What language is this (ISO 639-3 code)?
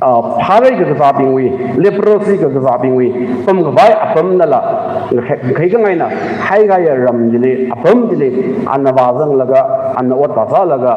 nmf